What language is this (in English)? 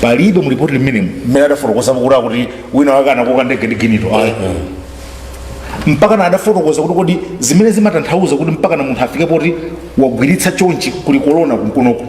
Nyanja